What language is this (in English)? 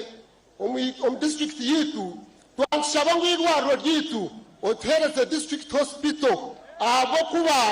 Nyankole